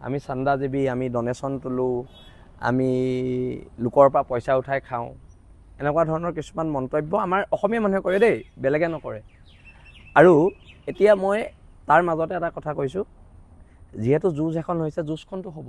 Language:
Assamese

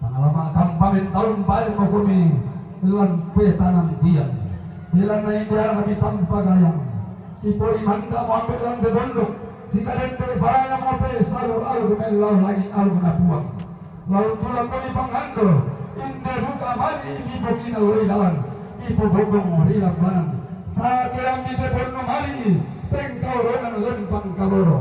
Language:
Toraja-Sa'dan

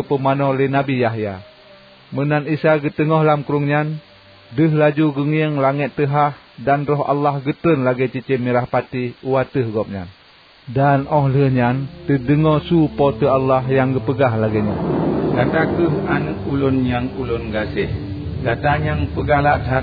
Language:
Achinese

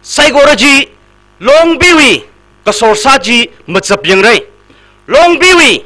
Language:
Tangkhul Naga (India)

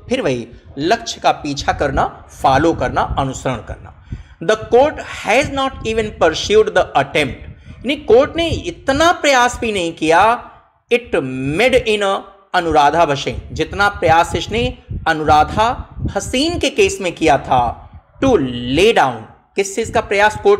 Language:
Hindi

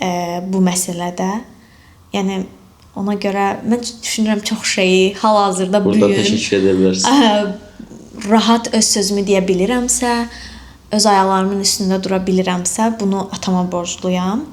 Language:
Azerbaijani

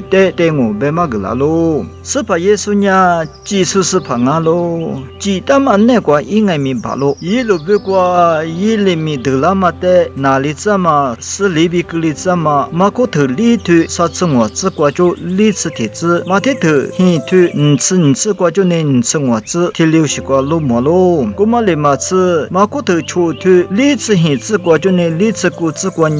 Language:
Lisu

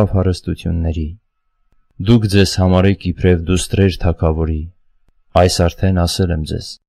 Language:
Armenian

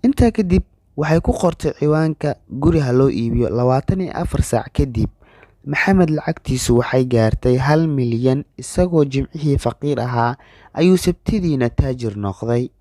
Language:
Somali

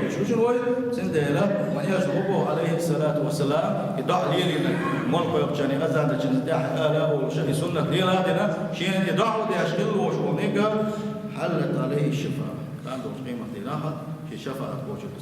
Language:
Chechen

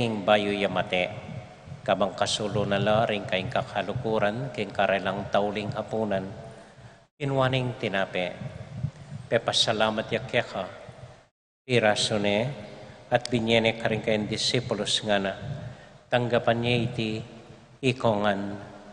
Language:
Pampanga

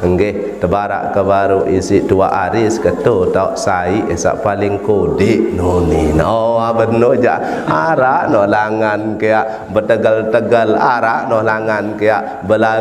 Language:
Sasak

